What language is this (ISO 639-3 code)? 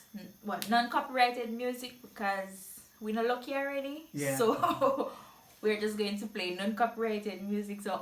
jam